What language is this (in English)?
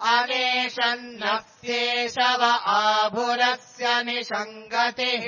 Sanskrit